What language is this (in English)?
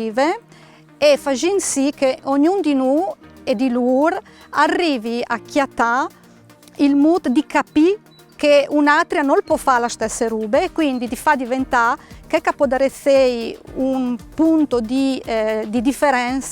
Friulian